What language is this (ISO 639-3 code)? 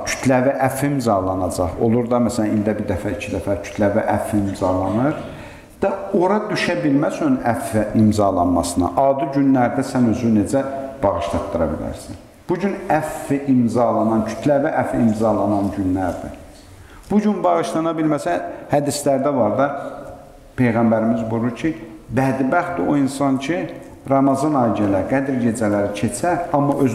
aze